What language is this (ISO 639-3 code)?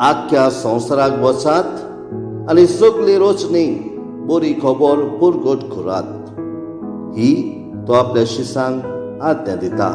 kok